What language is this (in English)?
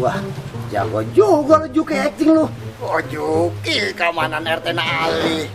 Betawi